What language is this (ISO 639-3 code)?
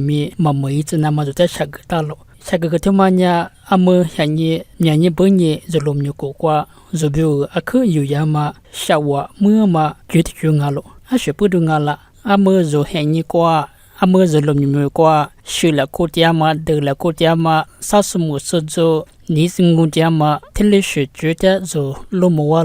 lis